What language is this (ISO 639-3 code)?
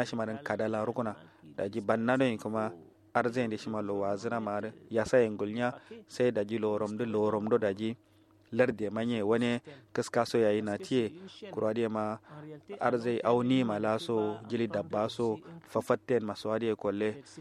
kau